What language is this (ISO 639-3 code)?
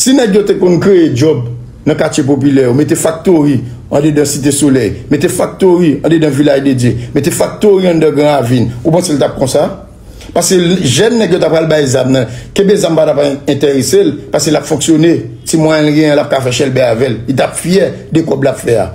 hat